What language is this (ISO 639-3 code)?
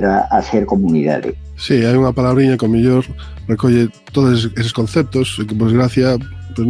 glg